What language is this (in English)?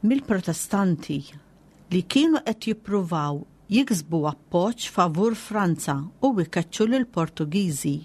Maltese